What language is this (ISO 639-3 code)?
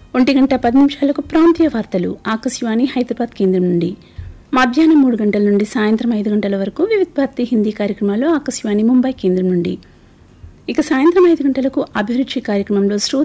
tel